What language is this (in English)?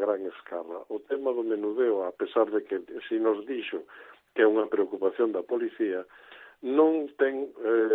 Galician